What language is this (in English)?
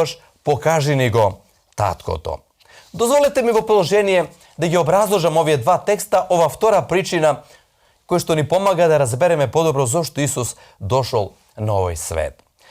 Macedonian